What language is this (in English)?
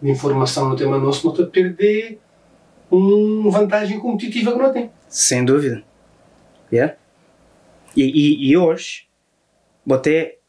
Kabuverdianu